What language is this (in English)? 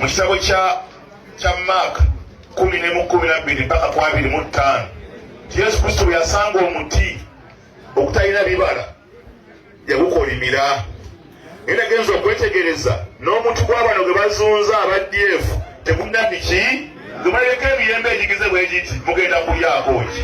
Ganda